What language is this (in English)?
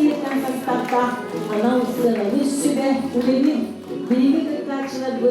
Yakut